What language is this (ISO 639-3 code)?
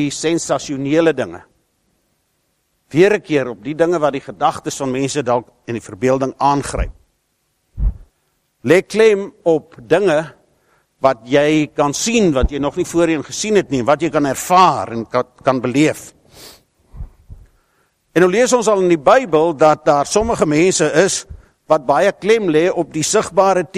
afr